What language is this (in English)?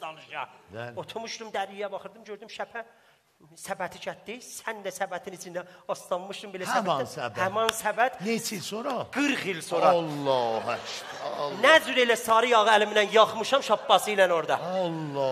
South Azerbaijani